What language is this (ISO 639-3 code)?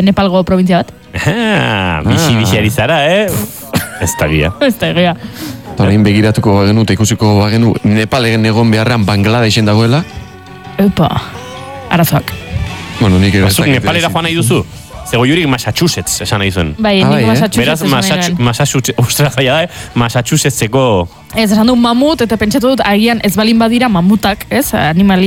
eus